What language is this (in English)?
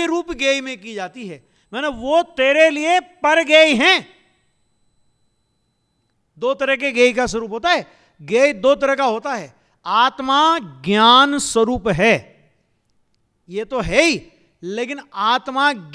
Hindi